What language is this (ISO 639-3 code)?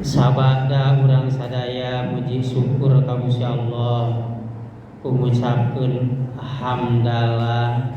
sun